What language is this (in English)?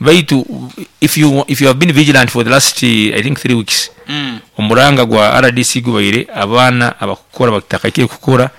Nyankole